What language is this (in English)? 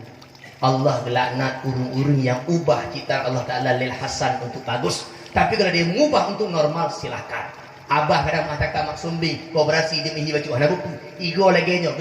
Achinese